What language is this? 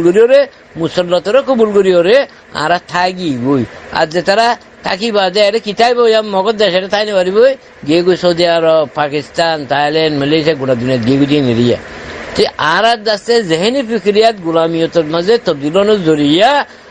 Rohingya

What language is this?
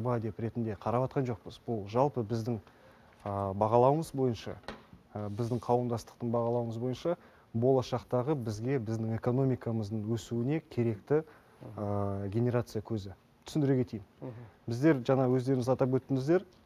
Kazakh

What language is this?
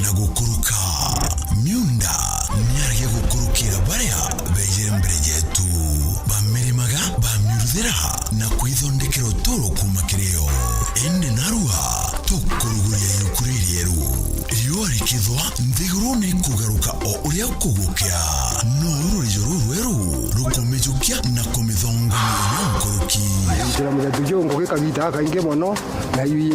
Meru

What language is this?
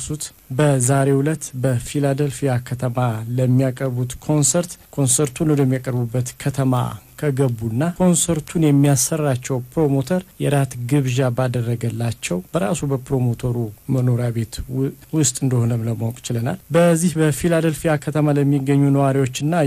Amharic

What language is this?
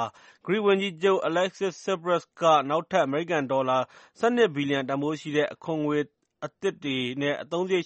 Burmese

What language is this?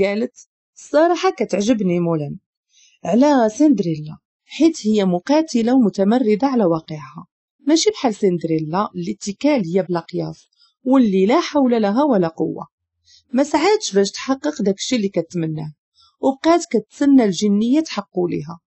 Moroccan Arabic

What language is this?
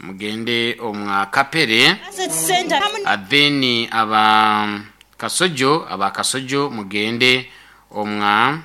Nyoro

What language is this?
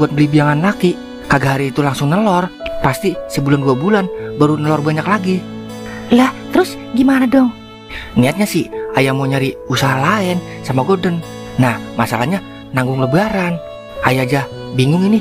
Betawi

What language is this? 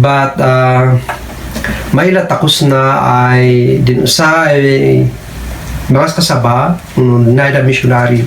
Kankanaey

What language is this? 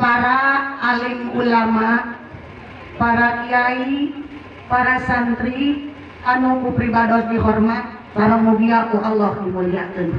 Sundanese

